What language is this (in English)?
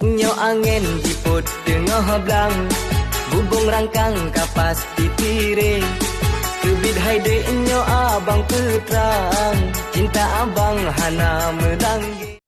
Achinese